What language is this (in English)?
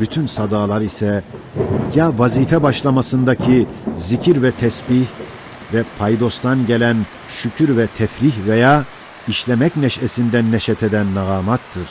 Ottoman Turkish